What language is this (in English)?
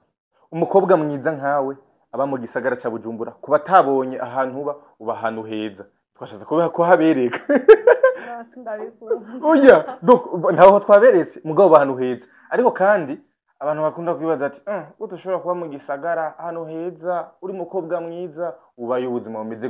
Rundi